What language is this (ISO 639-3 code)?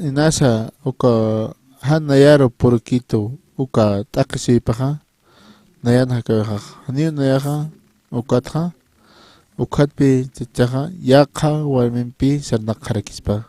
aym